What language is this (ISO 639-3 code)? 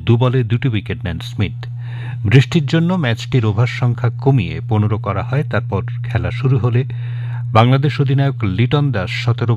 ben